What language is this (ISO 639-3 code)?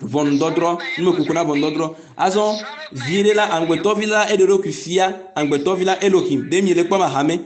ewe